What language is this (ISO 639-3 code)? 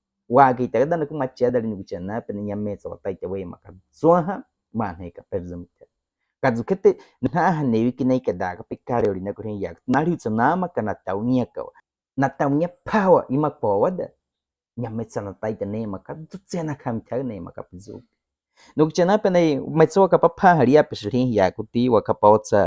bwi